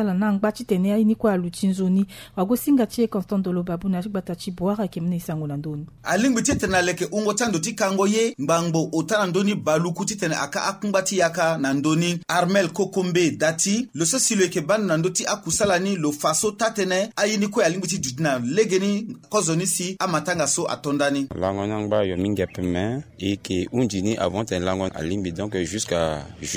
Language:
Sango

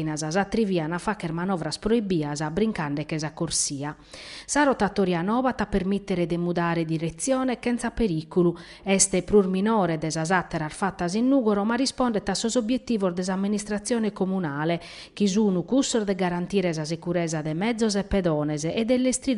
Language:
Sardinian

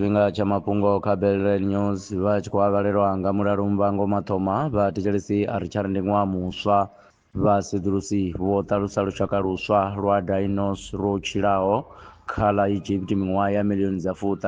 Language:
Venda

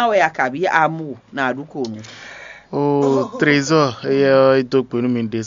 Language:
Fon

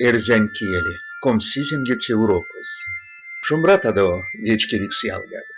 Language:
Erzya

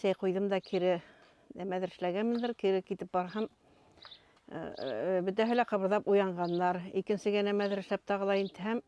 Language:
Bashkir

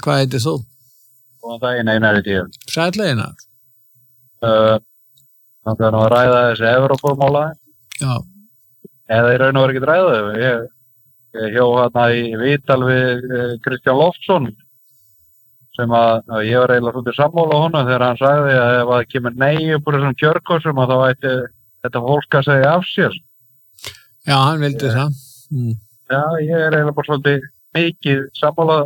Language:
Icelandic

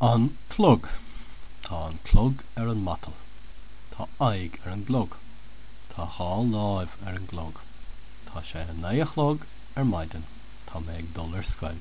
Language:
Irish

